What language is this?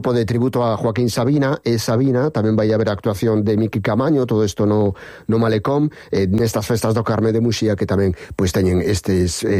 Galician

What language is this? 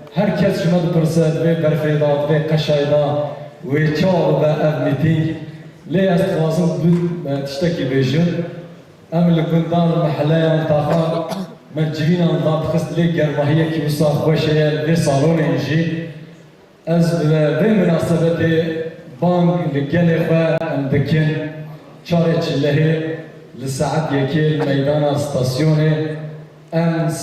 Kurdish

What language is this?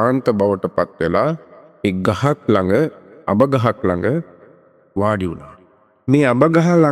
Sinhala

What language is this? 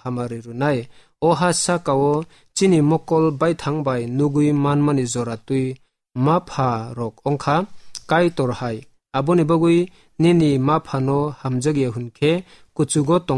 Kok Borok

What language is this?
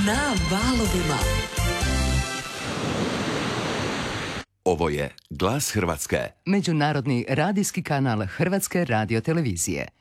Croatian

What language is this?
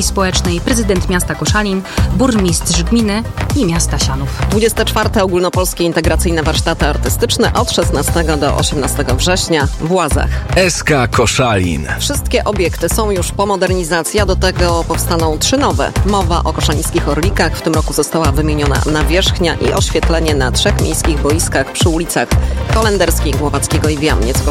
Polish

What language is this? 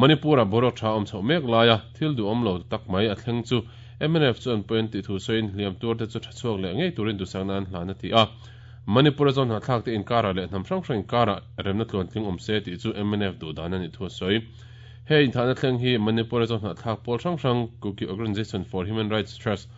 Mizo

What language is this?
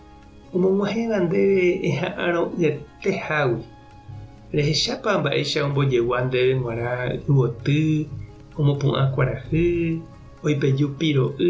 Guarani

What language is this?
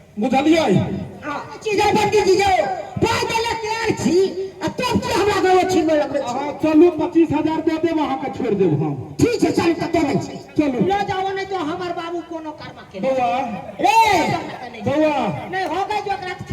Maithili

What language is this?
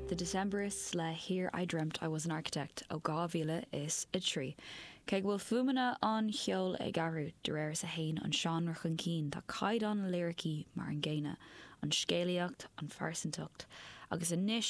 Irish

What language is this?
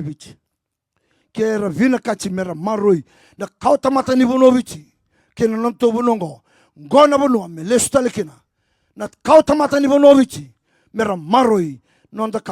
Fijian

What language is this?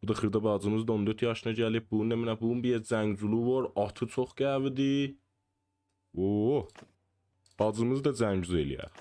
South Azerbaijani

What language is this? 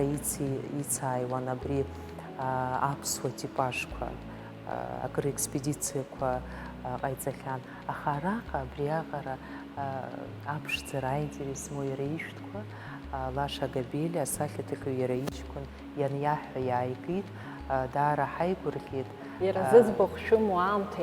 Abkhazian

